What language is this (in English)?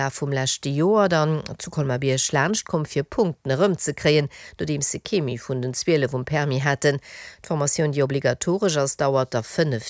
Luxembourgish